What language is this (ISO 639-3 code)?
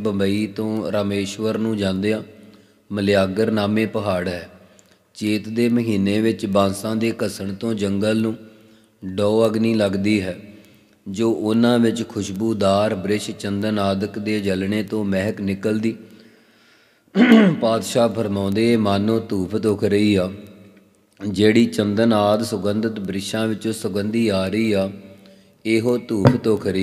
pan